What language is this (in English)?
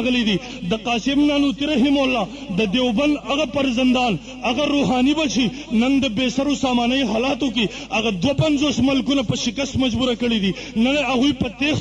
Pashto